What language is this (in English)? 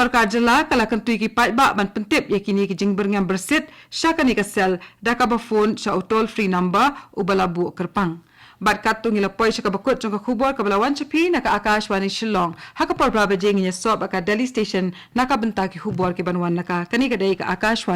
Khasi